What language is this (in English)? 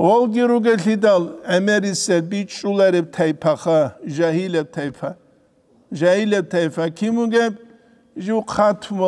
Avaric